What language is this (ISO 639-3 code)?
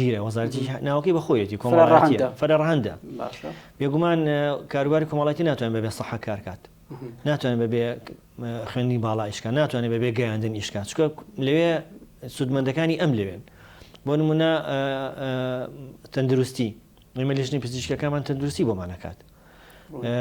ckb